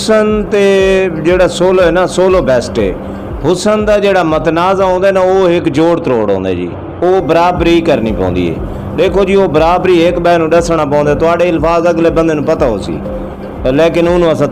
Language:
Saraiki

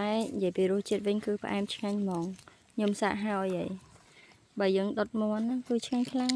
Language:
Khmer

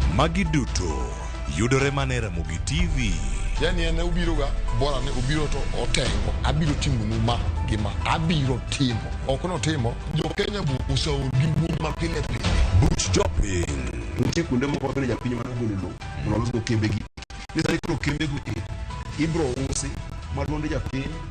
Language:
Luo (Kenya and Tanzania)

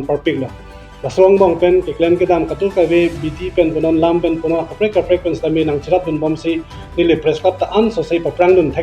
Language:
Karbi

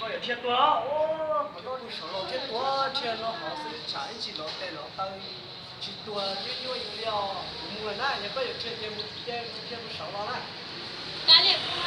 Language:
Hmong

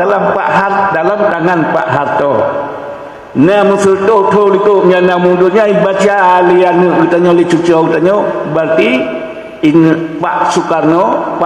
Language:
Achinese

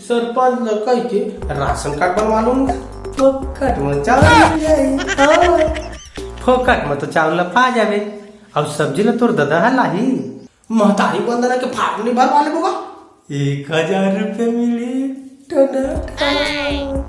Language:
Chhattisgarhi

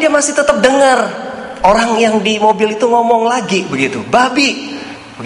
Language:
Indonesian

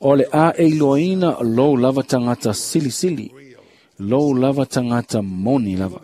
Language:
Samoan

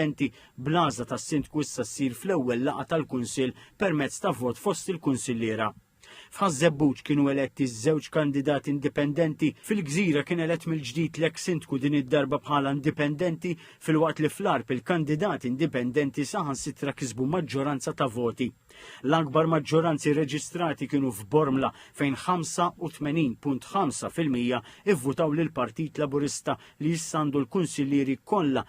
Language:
Maltese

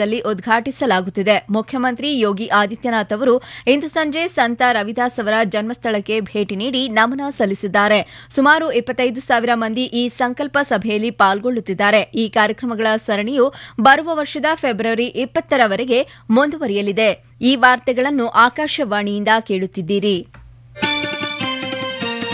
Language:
Kannada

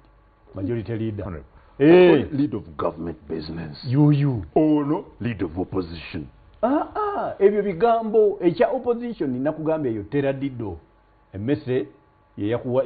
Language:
Ganda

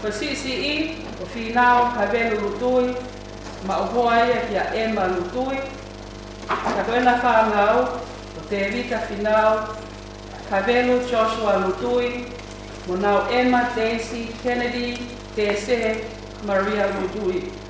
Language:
Tongan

